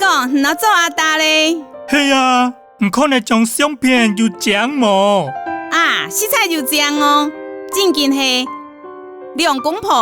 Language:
Hakka Chinese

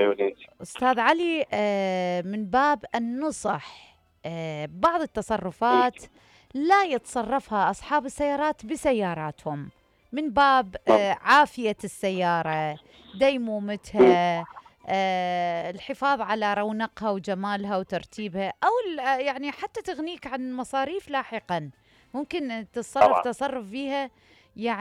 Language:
Mesopotamian Arabic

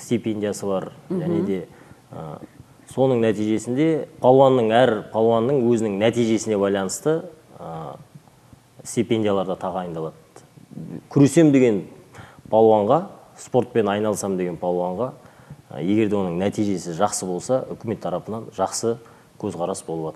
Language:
Kazakh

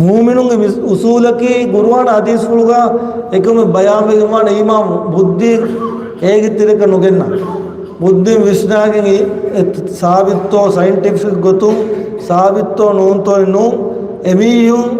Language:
Divehi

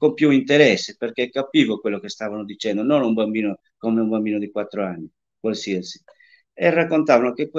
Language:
Italian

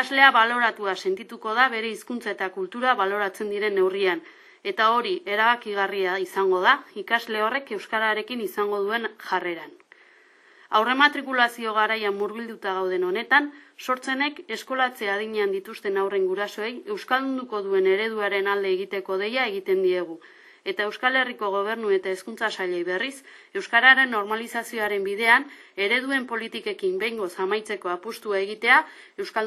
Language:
Basque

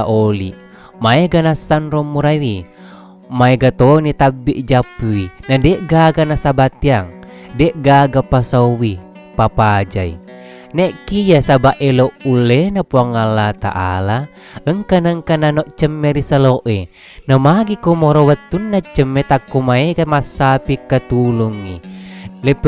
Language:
Buginese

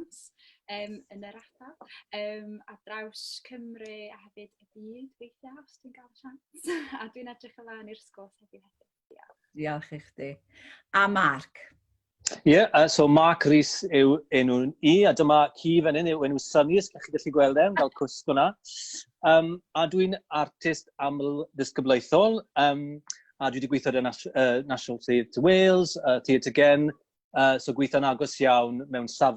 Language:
Welsh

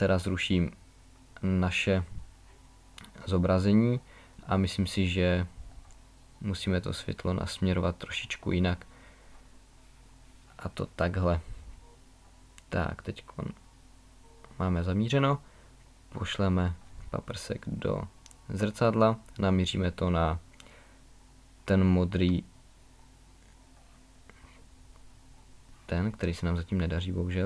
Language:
Czech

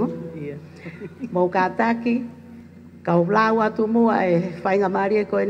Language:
Tongan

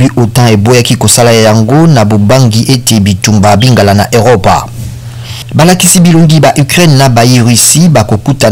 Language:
Lingala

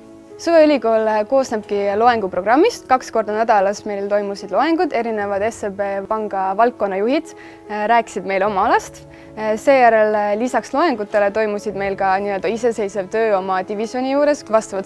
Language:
Estonian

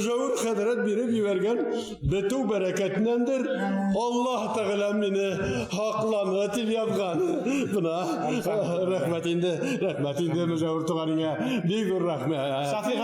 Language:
Bashkir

